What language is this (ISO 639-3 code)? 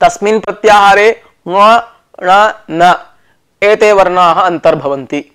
san